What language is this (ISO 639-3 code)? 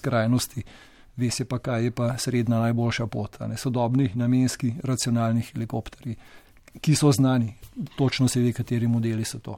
slv